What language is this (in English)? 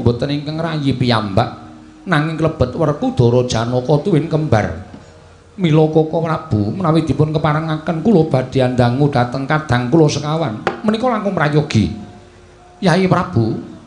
Javanese